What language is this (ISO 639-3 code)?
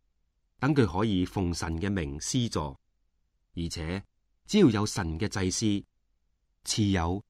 yue